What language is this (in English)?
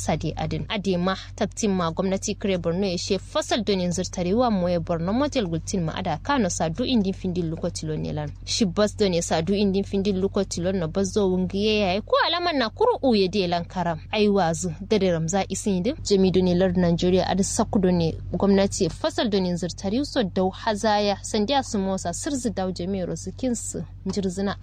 Kanuri